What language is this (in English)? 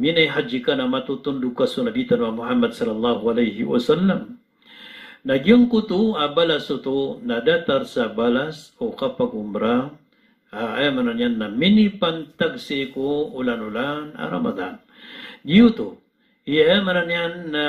Maranao